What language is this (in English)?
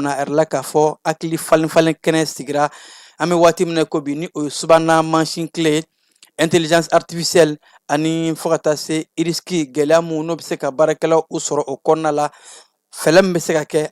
Bambara